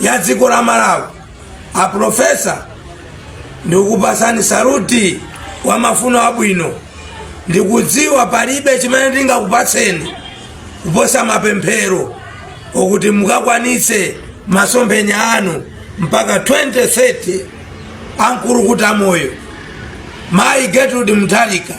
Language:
Nyanja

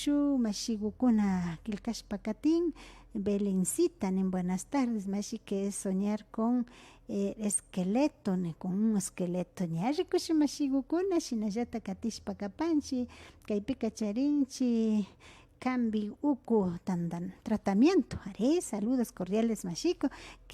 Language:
Imbabura Highland Quichua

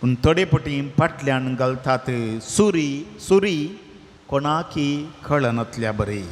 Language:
Konkani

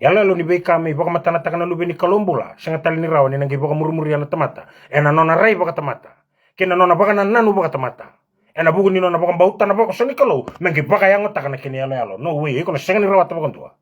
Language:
Fijian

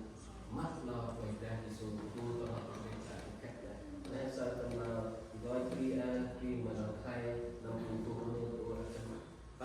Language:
Central Mnong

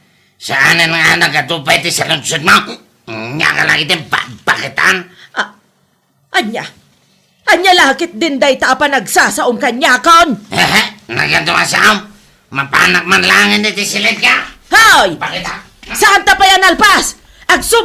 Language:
Iloko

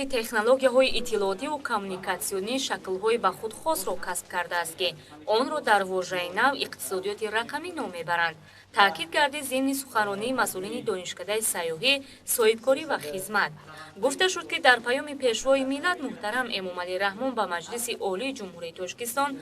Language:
Tajik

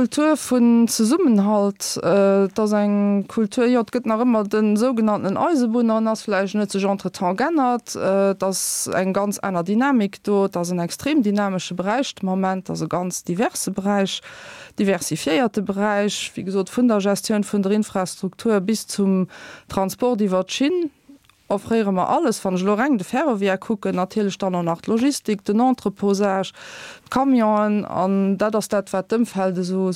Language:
Luxembourgish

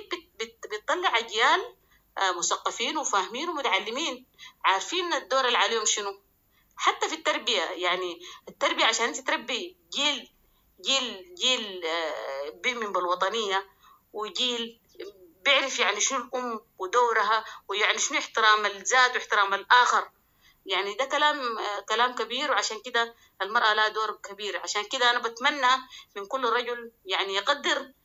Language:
Sudanese Arabic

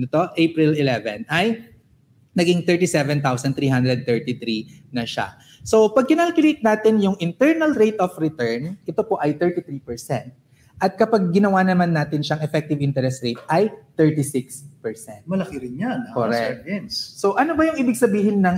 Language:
Filipino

